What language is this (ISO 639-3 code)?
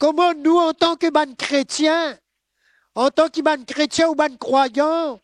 mfe